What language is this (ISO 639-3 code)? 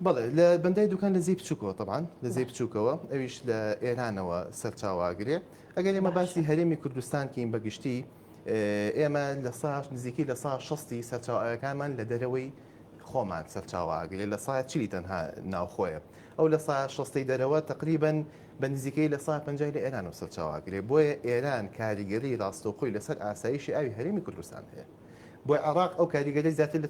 ckb